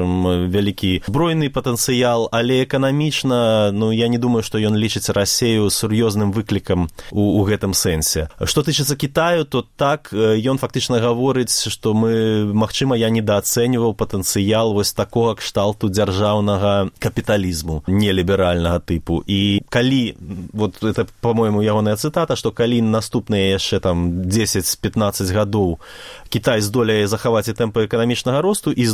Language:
Belarusian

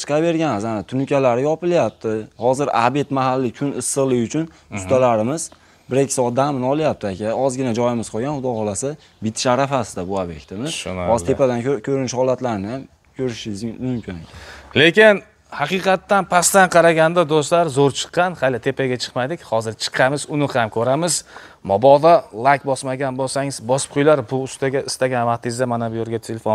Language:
Uzbek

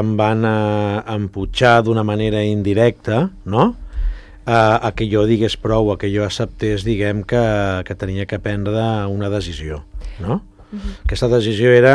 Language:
Catalan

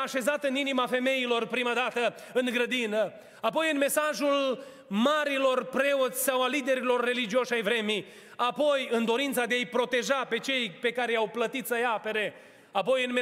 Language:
Romanian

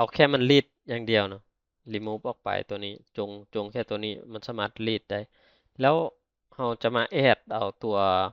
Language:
Lao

